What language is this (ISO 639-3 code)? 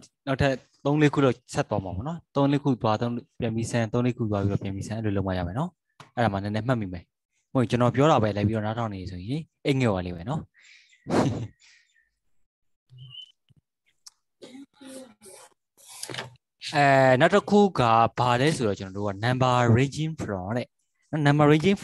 mya